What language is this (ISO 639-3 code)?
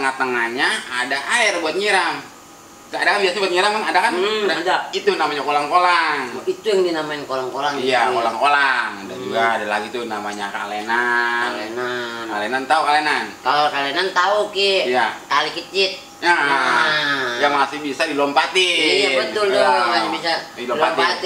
bew